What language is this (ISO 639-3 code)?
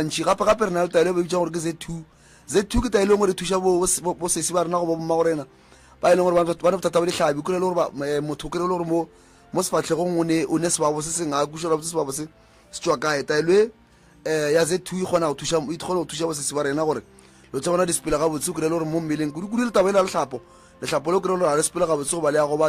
nso